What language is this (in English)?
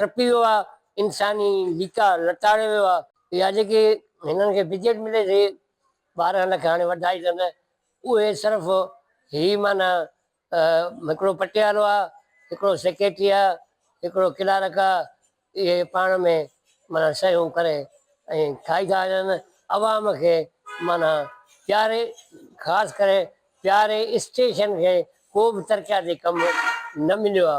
Sindhi